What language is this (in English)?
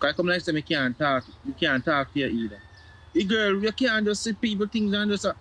Jamaican Creole English